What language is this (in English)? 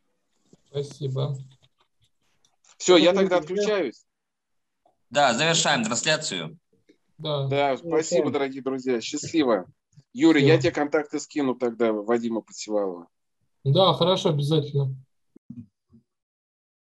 Russian